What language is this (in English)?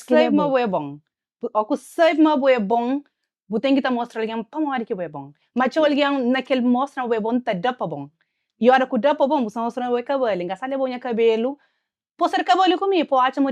Kabuverdianu